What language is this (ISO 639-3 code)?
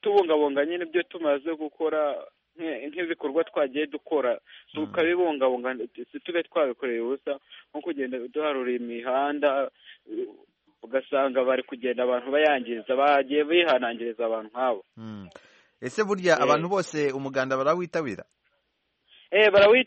kin